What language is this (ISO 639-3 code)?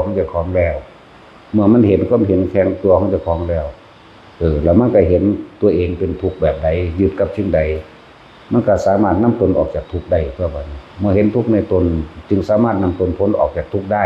tts